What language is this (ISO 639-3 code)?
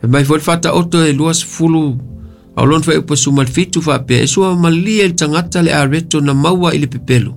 smo